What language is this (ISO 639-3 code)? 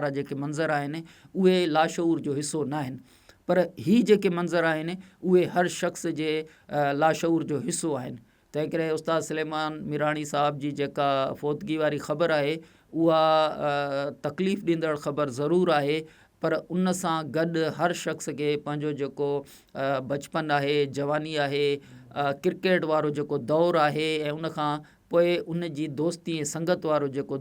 snd